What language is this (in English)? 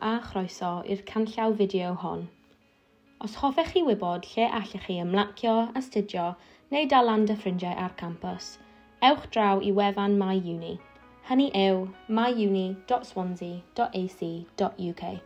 Welsh